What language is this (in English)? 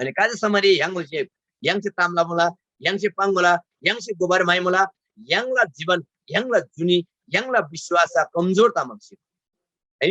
Eastern Tamang